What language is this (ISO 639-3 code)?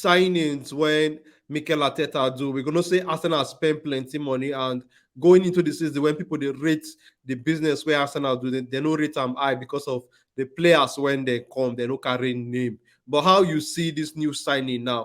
pcm